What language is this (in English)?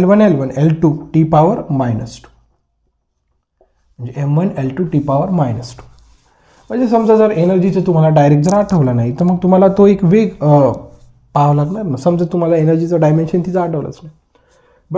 Marathi